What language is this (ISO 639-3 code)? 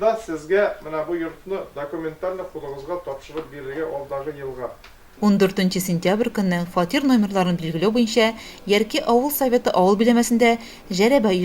tat